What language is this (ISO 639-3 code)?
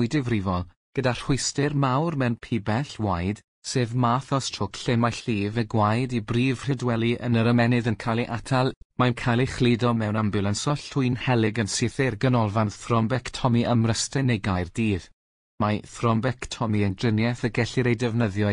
cym